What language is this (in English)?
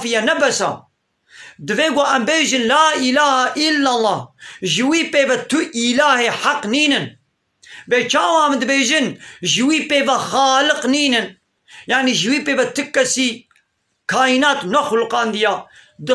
Kurdish